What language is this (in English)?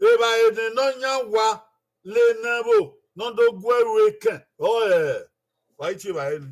Bini